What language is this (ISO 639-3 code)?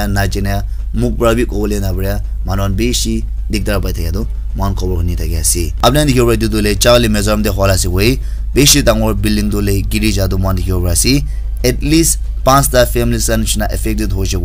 nag